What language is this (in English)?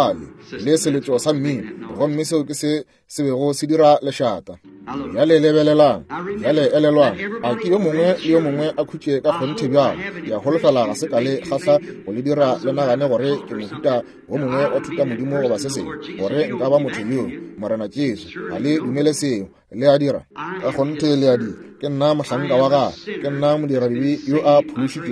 Northern Sotho